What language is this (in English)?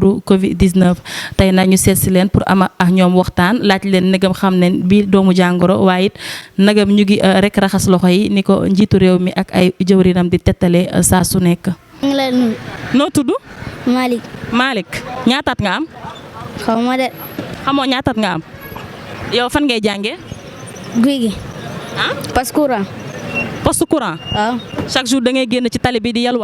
Wolof